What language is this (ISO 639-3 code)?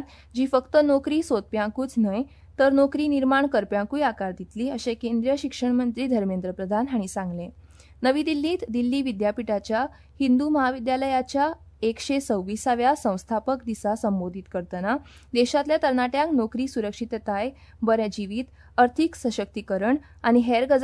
kok